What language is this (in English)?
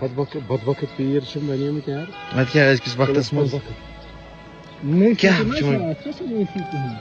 Kashmiri